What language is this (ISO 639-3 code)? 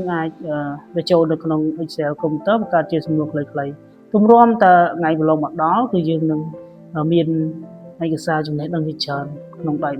khm